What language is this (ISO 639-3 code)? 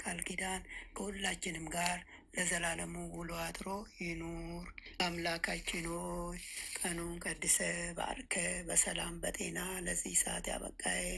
amh